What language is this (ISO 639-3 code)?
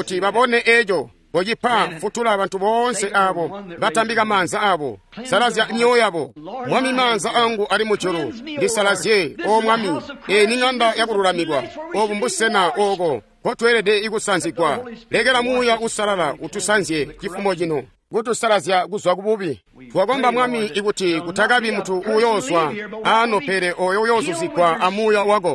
toi